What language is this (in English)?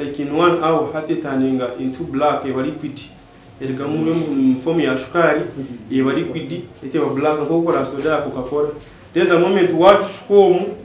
Nyankole